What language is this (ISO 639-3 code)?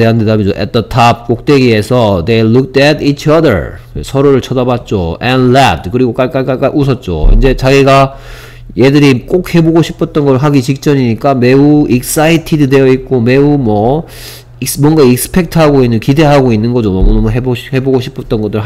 kor